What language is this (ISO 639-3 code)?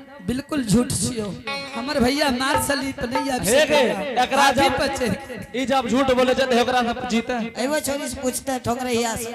anp